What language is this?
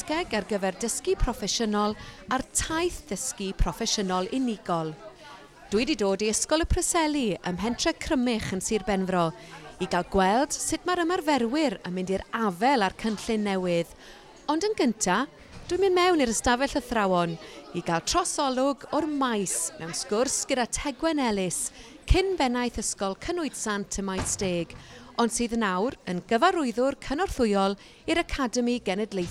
Welsh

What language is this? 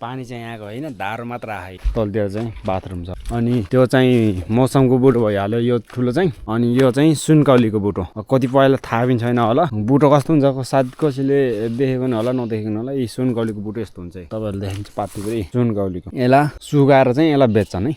Nepali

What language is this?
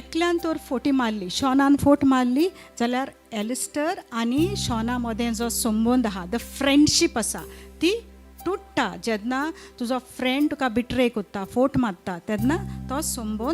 Konkani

